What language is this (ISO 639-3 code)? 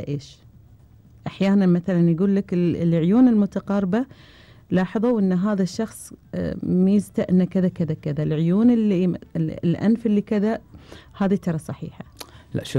afb